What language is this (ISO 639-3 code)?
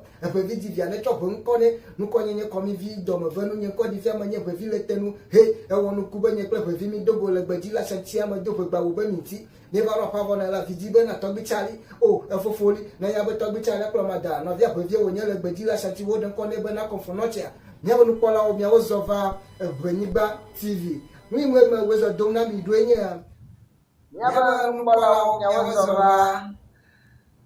ewe